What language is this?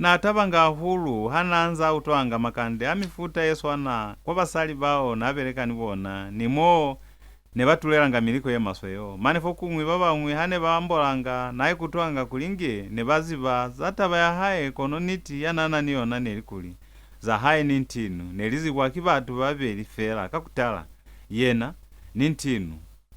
Lozi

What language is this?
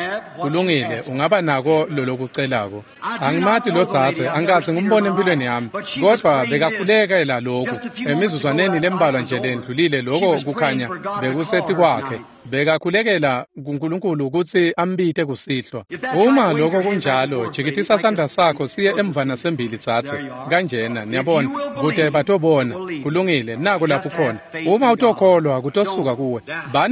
Swati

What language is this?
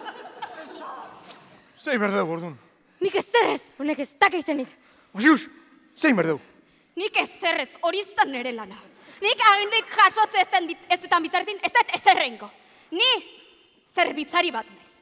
Basque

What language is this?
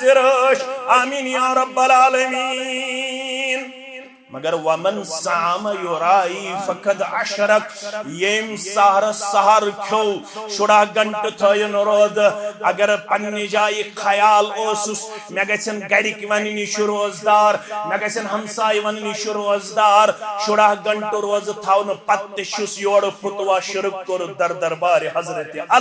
Kashmiri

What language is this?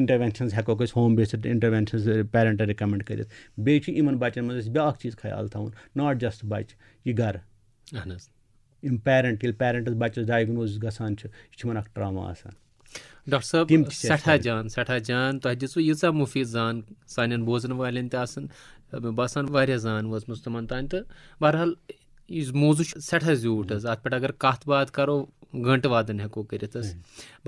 Kashmiri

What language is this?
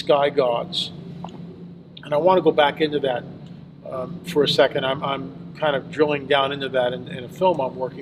English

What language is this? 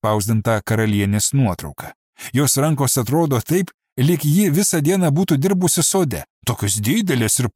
Lithuanian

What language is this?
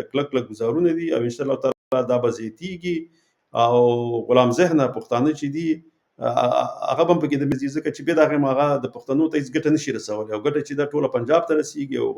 Pashto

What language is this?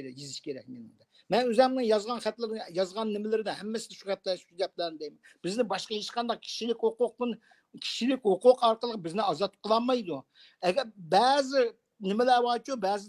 Uyghur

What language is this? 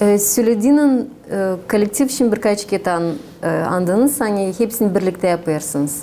Gagauz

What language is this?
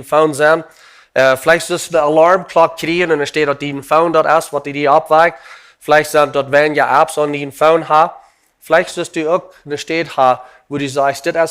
Plautdietsch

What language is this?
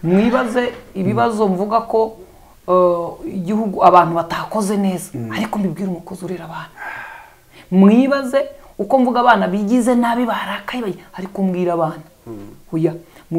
Kinyarwanda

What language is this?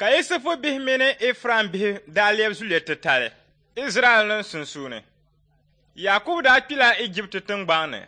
Dagbani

